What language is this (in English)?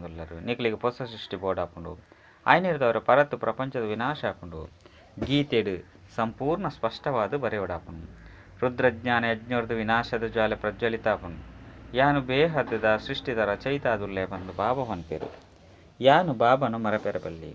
Tulu